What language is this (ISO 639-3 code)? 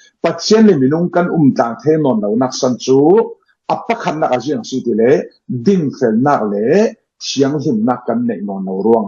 cfm